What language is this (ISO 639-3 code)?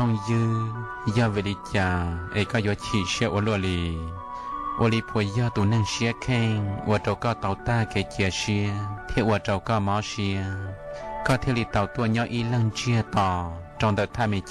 hmn